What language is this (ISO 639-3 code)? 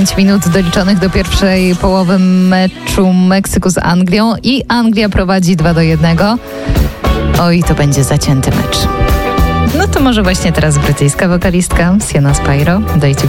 pol